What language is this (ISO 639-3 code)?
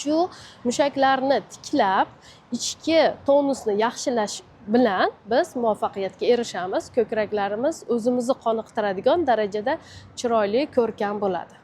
uzb